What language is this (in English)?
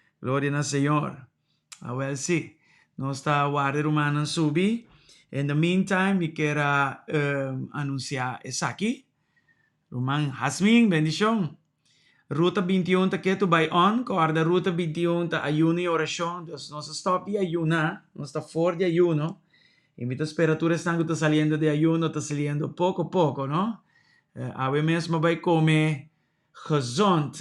Papiamento